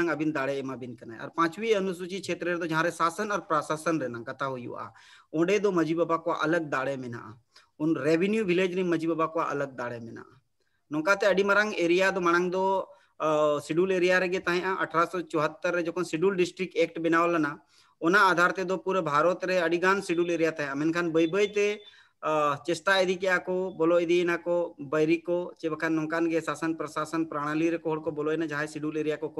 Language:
Santali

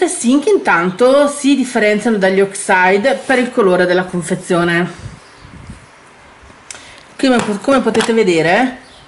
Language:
Italian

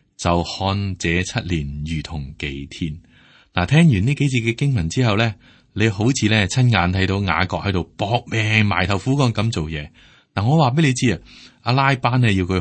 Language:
Cantonese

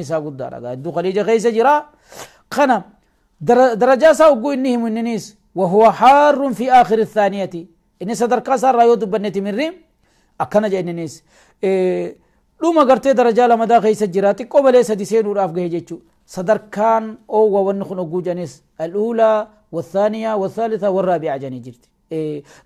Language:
Oromo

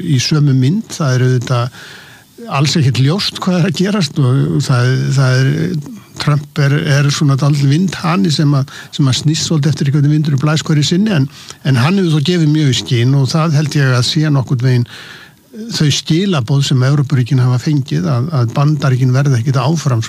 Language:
Icelandic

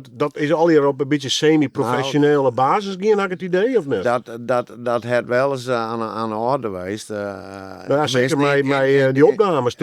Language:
Western Frisian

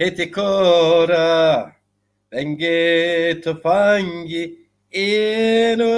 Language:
Zaza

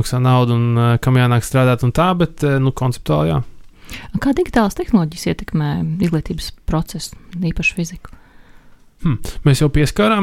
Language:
Latvian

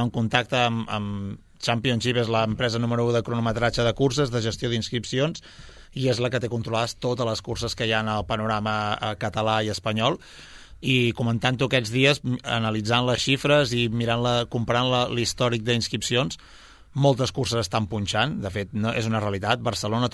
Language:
Catalan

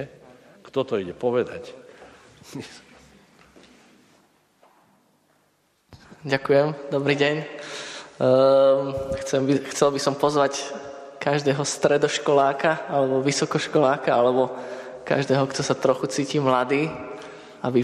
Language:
Slovak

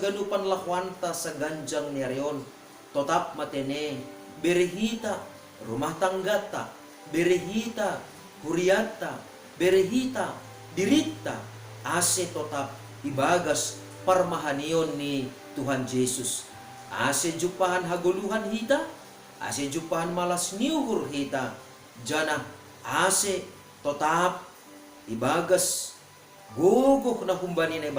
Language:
Batak Simalungun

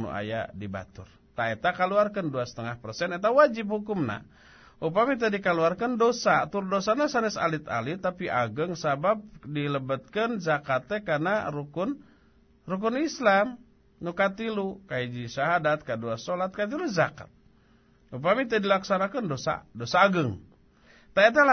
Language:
Sundanese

